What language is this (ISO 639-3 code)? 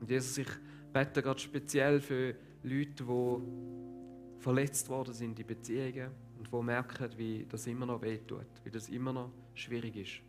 gsw